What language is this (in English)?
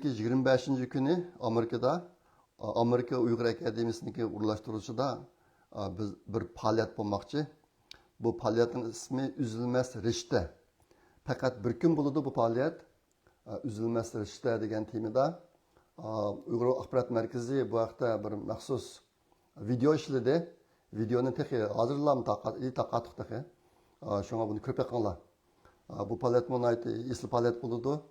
Uyghur